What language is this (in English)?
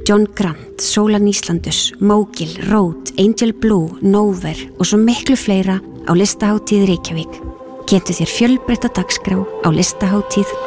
Icelandic